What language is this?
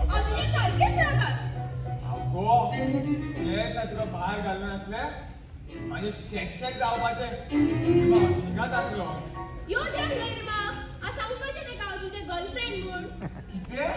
Konkani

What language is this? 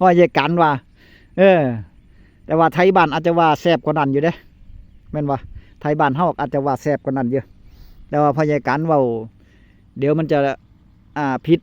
Northeastern Thai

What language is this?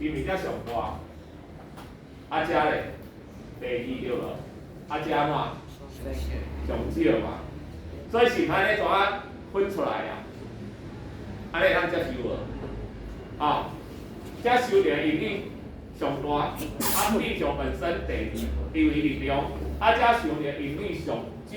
Min Nan Chinese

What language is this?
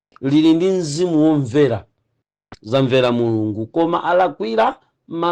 Nyanja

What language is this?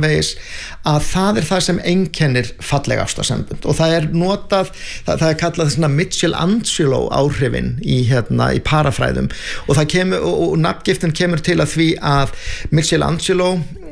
Icelandic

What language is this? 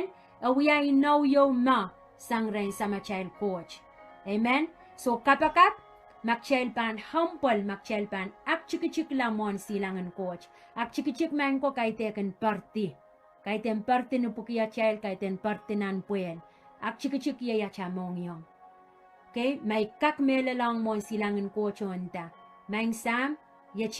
Pohnpeian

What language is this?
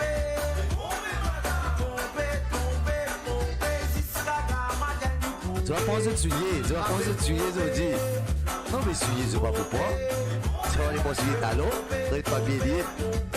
Morisyen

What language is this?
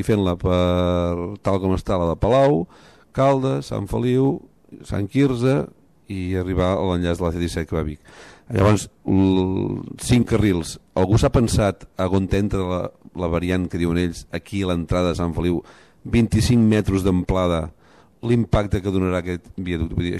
Catalan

